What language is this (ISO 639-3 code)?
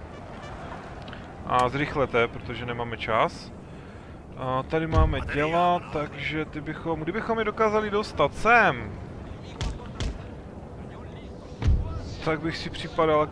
ces